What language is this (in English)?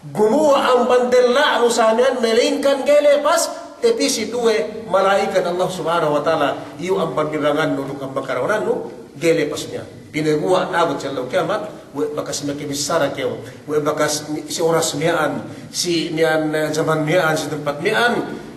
Yakan